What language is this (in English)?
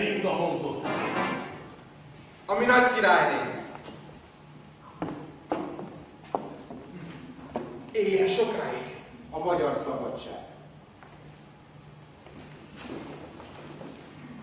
Hungarian